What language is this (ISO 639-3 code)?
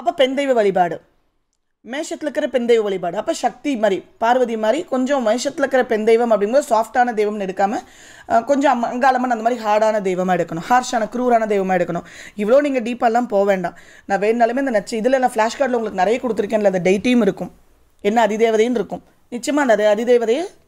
tam